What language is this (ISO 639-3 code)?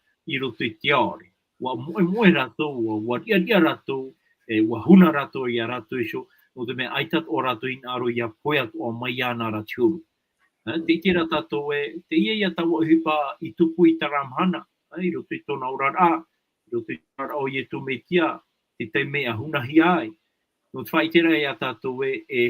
tah